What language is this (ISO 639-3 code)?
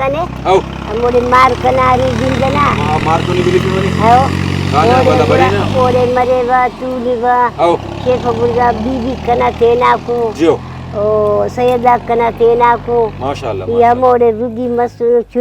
brh